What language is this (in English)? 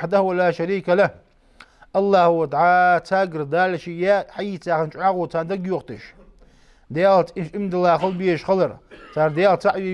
Ingush